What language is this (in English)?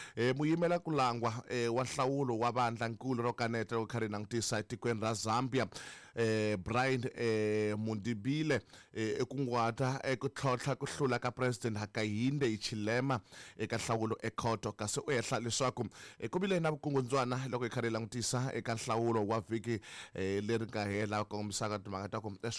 Tsonga